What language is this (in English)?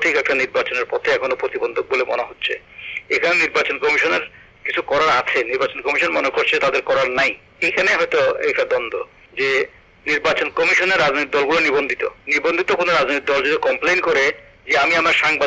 Bangla